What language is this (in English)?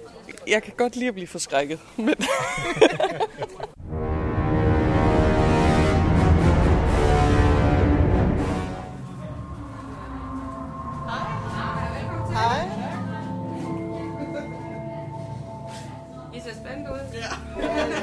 Danish